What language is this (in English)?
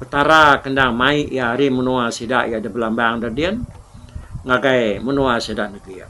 Iban